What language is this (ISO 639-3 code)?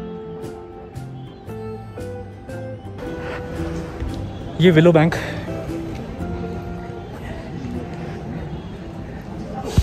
hin